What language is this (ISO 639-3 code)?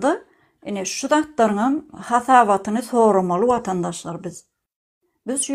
tuk